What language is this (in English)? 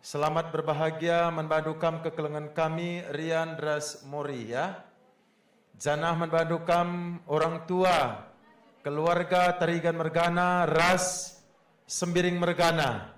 Batak Karo